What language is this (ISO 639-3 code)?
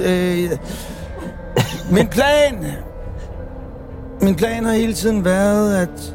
dan